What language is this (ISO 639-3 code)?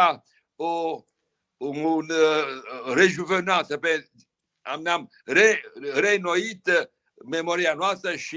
ron